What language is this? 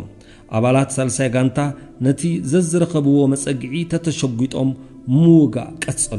Tigrinya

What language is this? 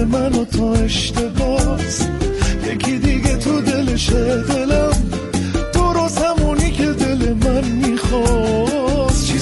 Persian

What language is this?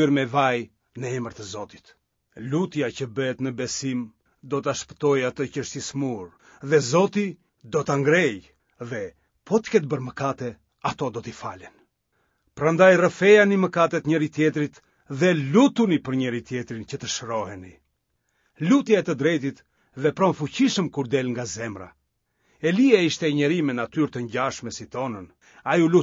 Albanian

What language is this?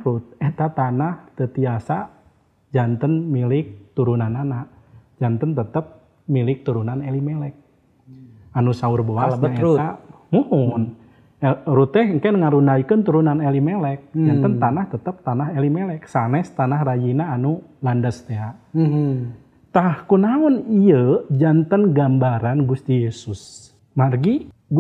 Sundanese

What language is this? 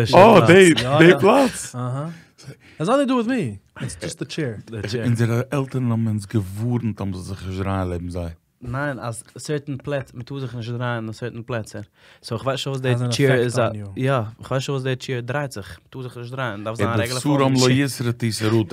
Yiddish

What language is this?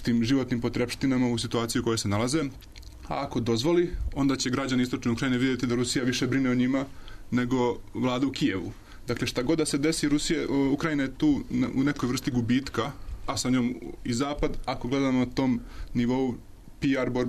Serbian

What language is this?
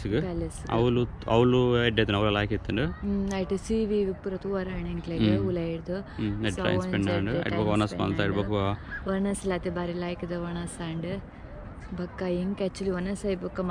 Tulu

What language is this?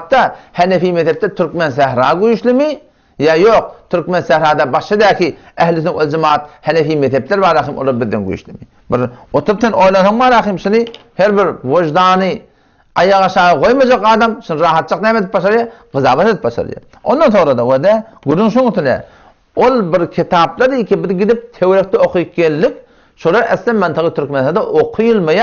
Turkmen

